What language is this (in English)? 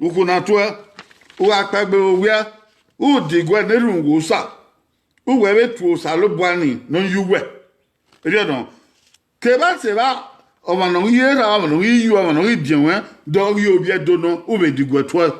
Bini